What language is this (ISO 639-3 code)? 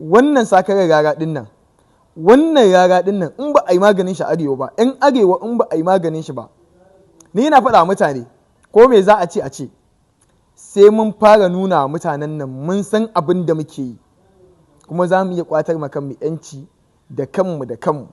hau